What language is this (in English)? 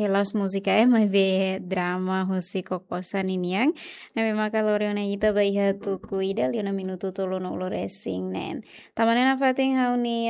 Tetum